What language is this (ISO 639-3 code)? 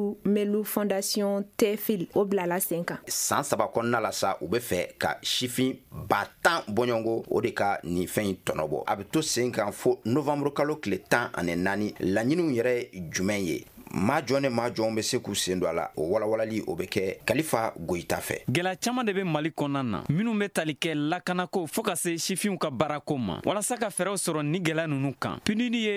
bam